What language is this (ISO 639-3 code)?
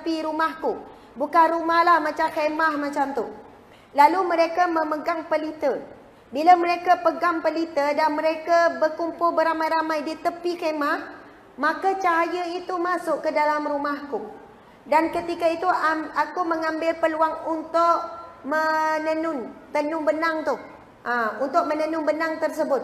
msa